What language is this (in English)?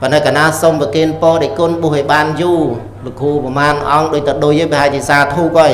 Khmer